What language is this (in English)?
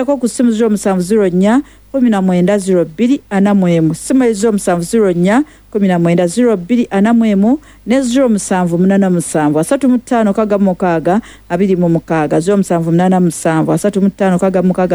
Ganda